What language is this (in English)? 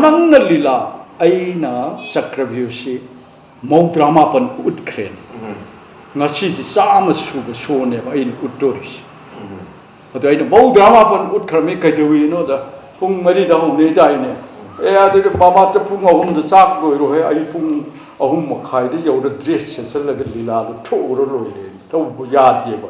Manipuri